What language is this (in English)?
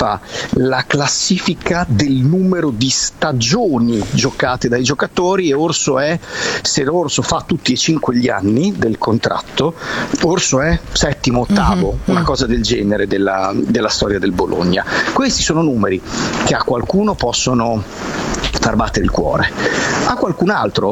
Italian